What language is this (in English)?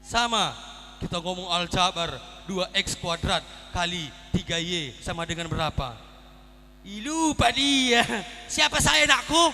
Batak Karo